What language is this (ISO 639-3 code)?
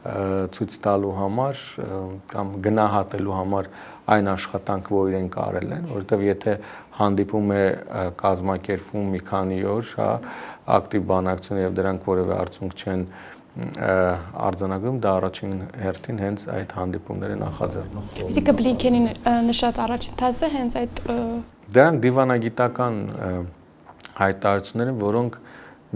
hye